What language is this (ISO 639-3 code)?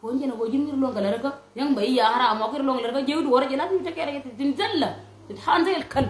nus